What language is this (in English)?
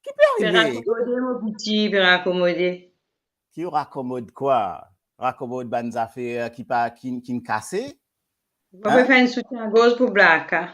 Morisyen